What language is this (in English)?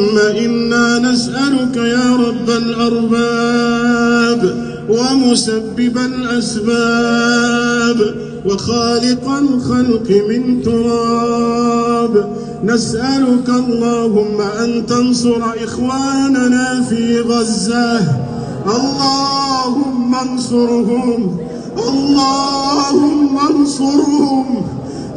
Arabic